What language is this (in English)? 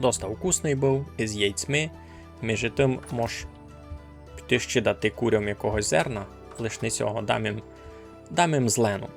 Rusyn